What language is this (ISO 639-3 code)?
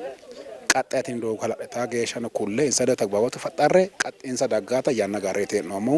sid